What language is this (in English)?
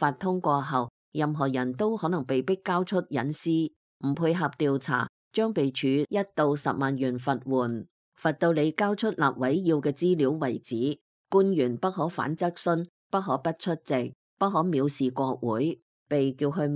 Cantonese